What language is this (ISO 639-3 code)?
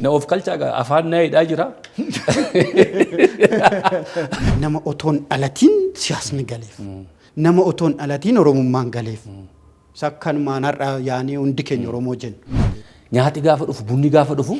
orm